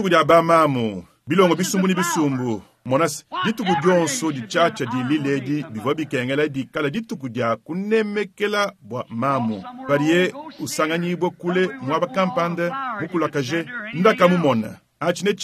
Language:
Luba-Lulua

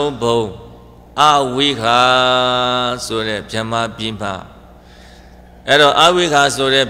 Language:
Burmese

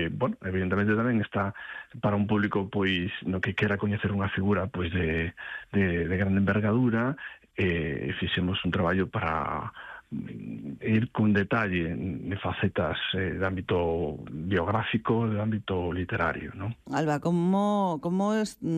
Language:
Galician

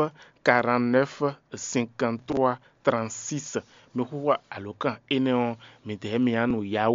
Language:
Fon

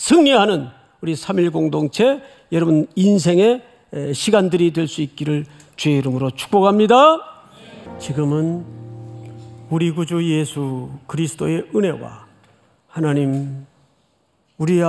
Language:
Korean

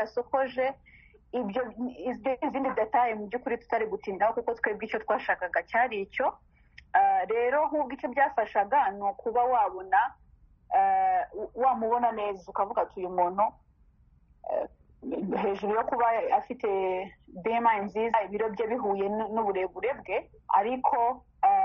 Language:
Kinyarwanda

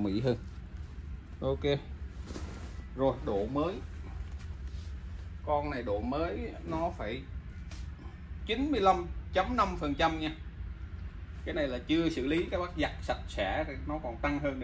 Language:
Vietnamese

